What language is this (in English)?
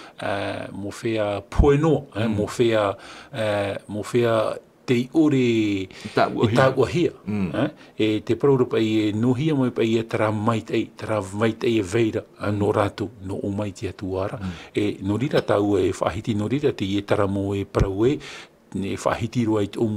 Tahitian